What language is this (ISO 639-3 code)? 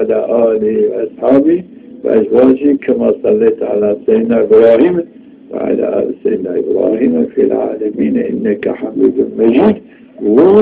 zza